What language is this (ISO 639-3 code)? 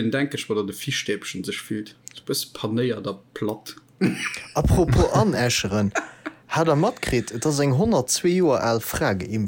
ltz